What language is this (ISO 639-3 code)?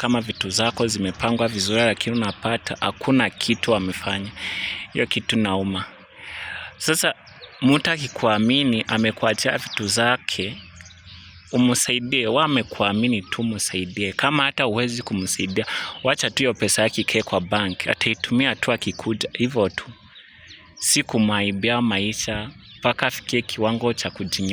swa